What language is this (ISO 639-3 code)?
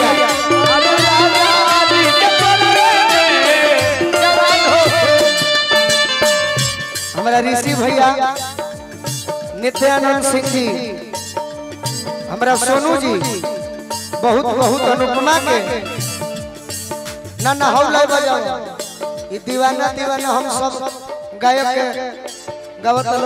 bho